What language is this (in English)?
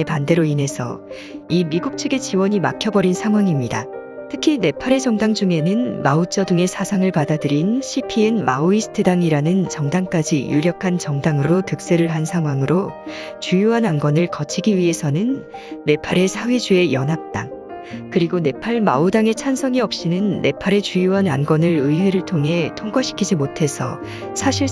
Korean